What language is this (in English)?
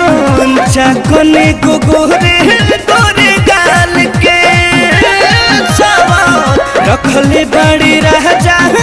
Bhojpuri